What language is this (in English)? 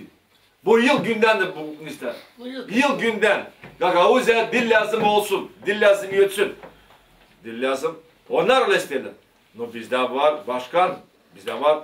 Gagauz